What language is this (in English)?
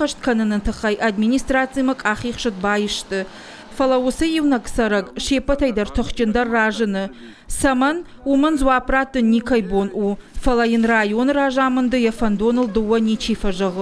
Ossetic